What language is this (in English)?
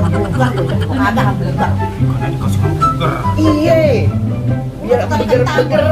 Betawi